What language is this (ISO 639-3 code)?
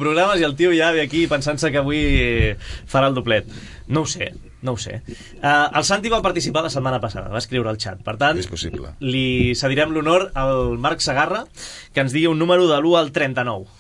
cat